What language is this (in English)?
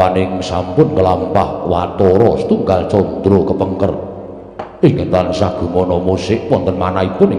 Javanese